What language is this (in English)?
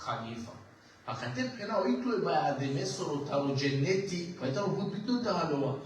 Balkan Romani